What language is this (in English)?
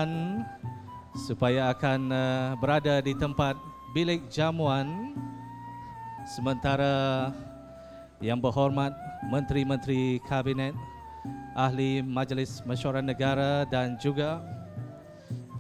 Malay